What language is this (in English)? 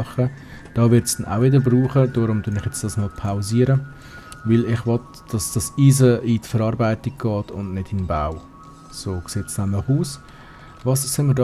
Swiss German